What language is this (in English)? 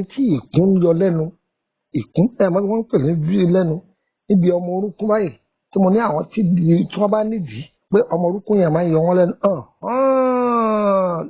Yoruba